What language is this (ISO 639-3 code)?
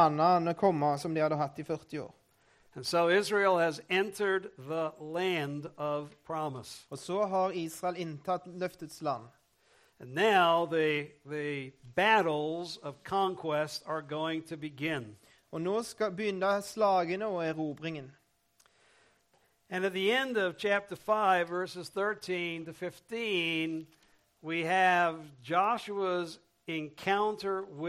nor